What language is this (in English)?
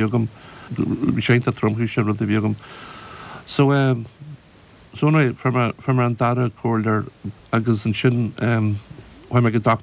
Irish